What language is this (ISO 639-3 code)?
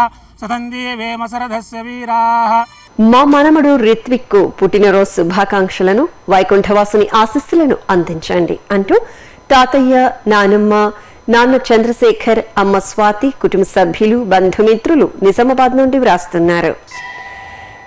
tel